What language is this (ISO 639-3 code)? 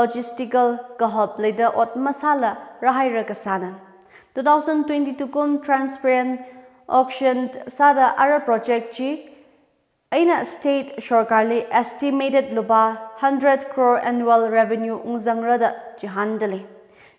nmf